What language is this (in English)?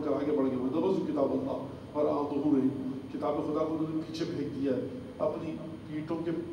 Urdu